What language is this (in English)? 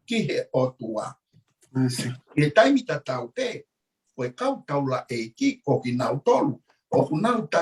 Tongan